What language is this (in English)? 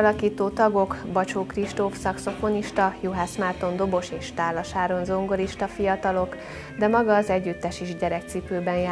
Hungarian